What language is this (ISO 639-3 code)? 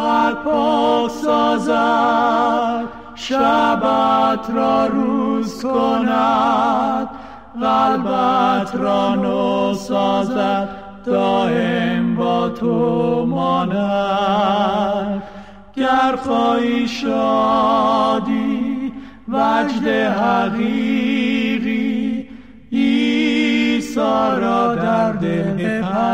fas